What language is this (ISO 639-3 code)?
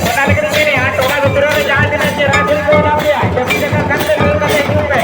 sat